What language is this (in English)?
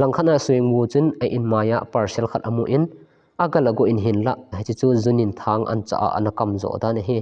Thado Chin